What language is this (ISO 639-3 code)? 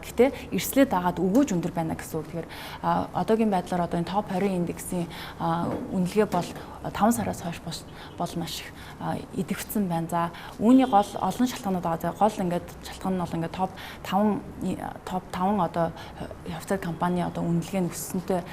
mon